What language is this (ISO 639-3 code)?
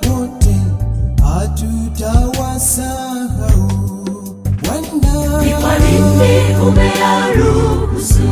guz